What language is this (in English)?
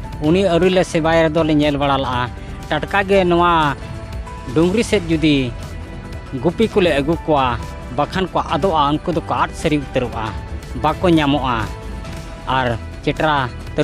Santali